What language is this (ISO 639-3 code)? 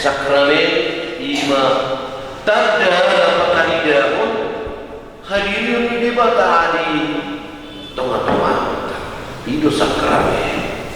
bbc